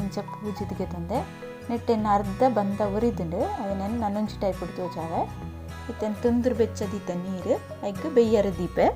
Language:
Tulu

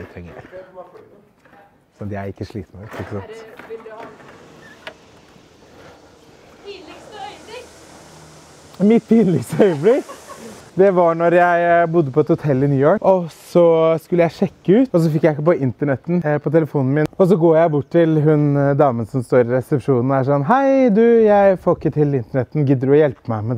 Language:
Norwegian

